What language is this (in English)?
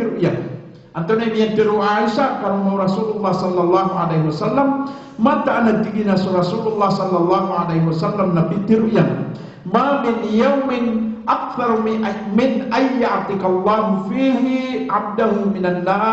Maranao